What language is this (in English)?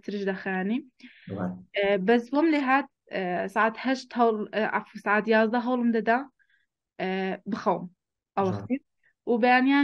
Central Kurdish